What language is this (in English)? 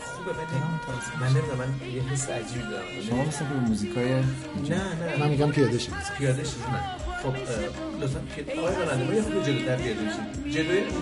Persian